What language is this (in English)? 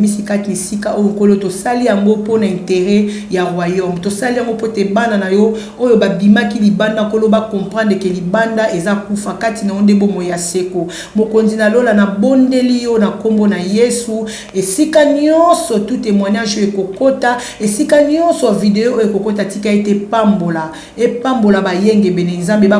Lingala